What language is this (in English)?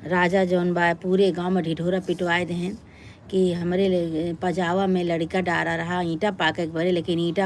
Awadhi